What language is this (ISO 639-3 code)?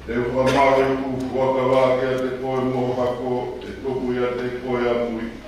ton